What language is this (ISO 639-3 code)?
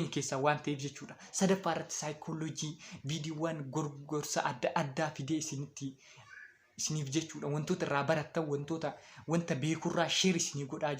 orm